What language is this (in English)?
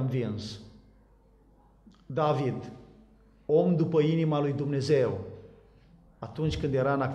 Romanian